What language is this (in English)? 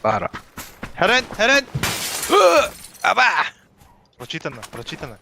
Yakut